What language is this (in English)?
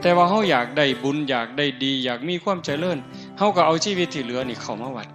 Northeastern Thai